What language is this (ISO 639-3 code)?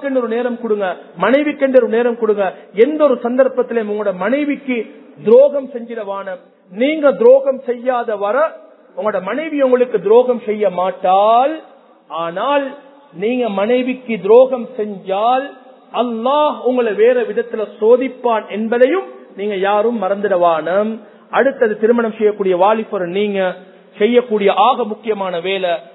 tam